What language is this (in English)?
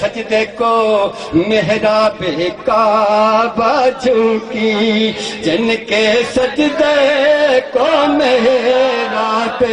Saraiki